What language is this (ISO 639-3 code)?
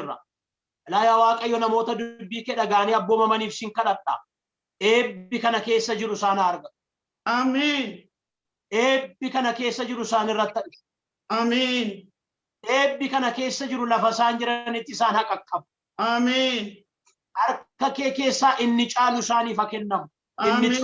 orm